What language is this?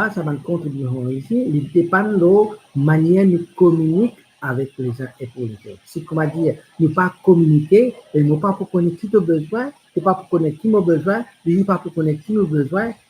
Morisyen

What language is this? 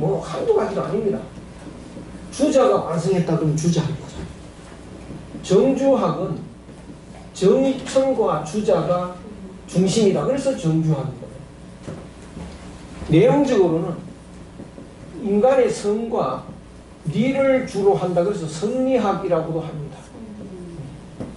Korean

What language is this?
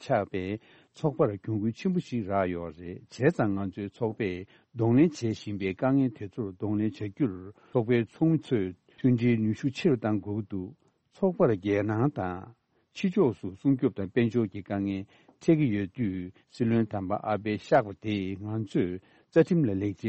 Tibetan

